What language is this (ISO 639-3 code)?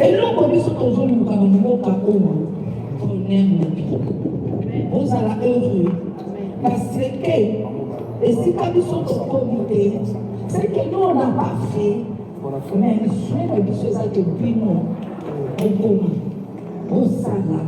lin